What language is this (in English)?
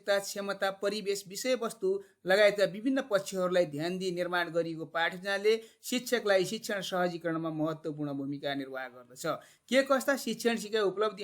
Nepali